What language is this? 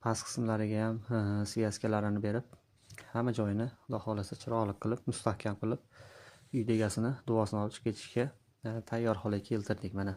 Uzbek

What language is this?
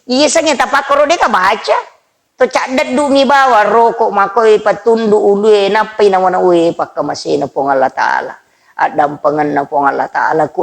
Buginese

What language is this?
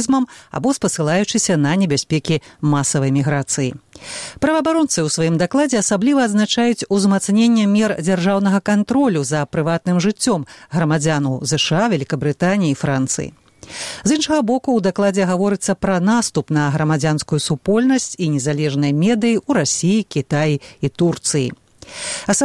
Belarusian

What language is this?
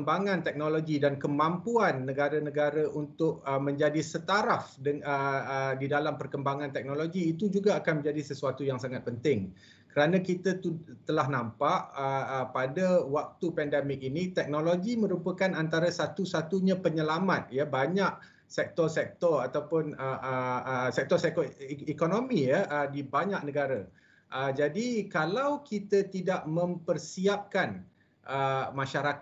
Malay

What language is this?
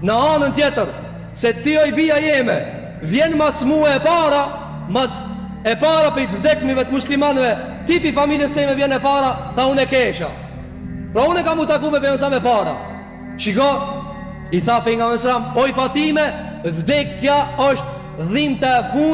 Albanian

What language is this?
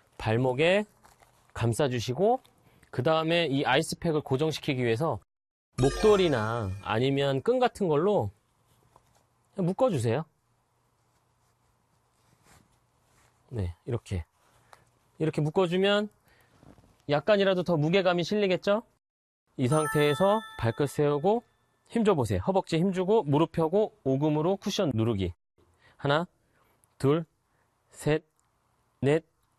Korean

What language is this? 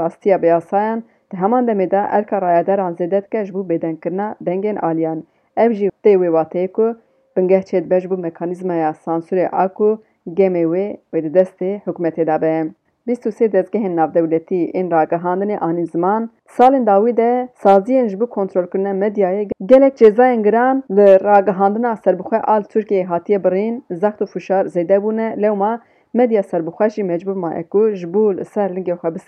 Kurdish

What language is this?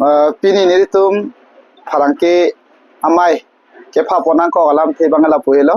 Karbi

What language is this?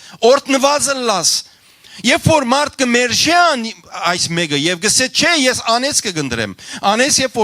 Western Armenian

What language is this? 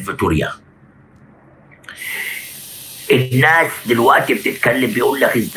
Egyptian Arabic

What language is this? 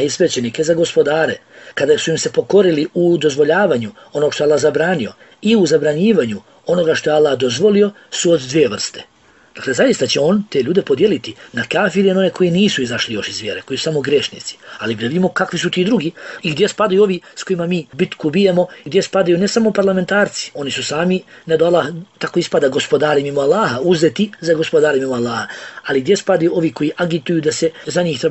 Bosnian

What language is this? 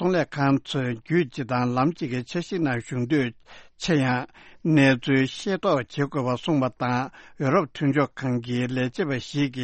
Tibetan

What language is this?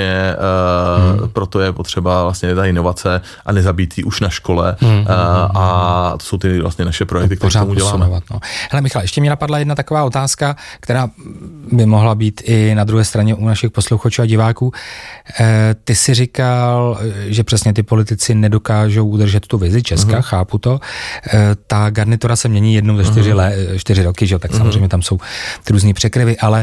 Czech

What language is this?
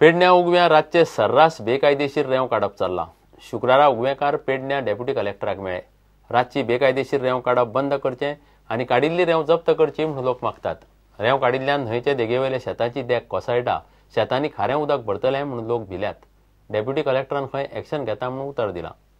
Konkani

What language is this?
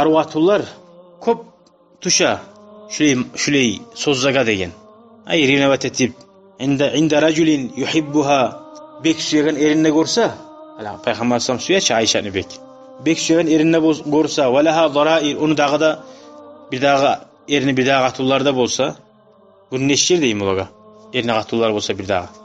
Kumyk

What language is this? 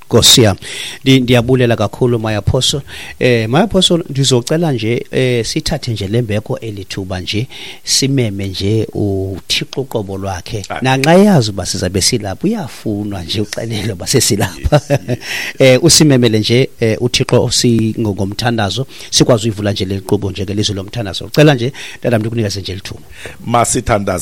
Xhosa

